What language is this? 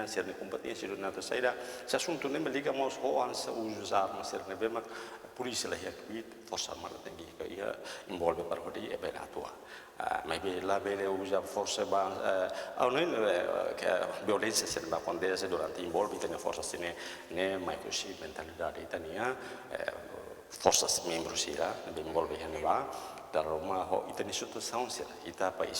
Tetum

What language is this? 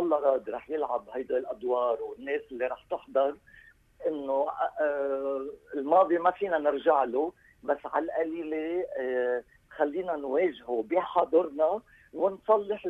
North Levantine Arabic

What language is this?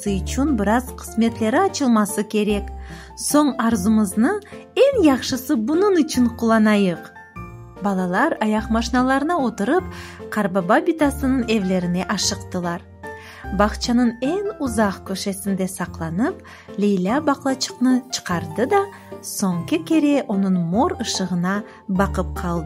Crimean Tatar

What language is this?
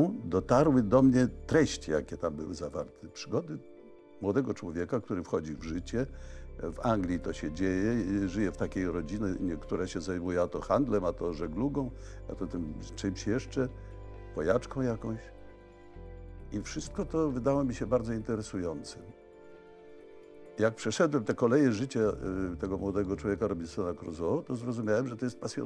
Polish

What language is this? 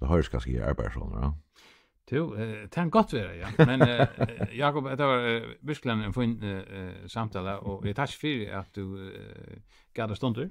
Faroese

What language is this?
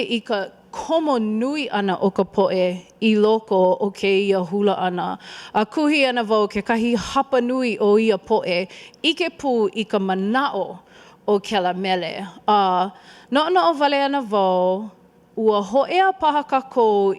Hawaiian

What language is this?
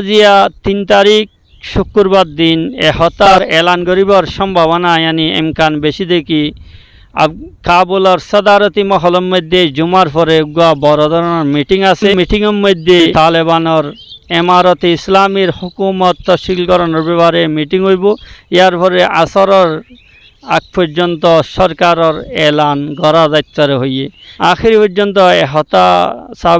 Rohingya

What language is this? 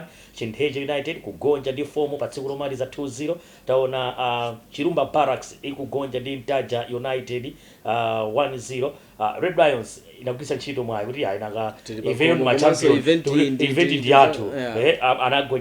Nyanja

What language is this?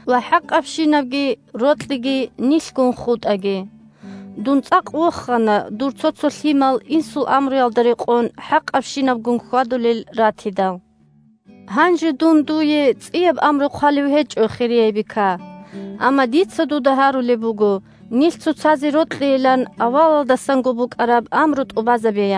Avaric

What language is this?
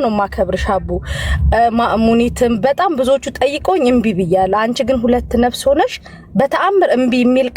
Amharic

